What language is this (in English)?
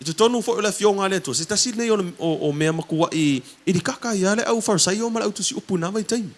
Samoan